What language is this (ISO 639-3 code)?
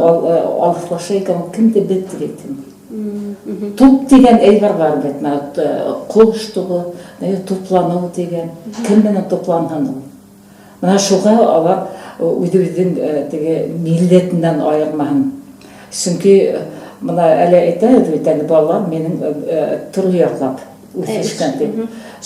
bak